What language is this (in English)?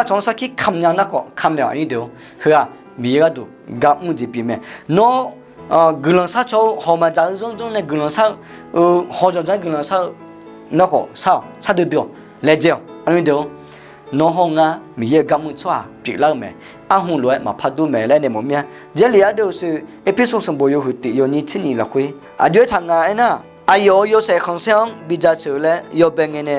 Akha